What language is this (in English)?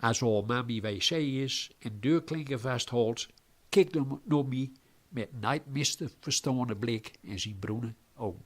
Gronings